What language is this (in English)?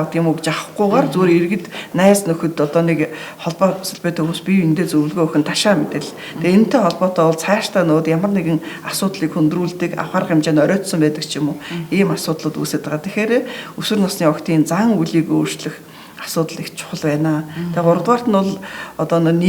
Mongolian